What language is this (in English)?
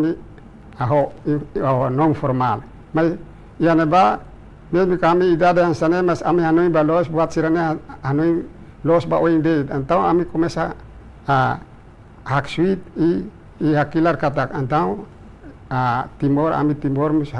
Tetum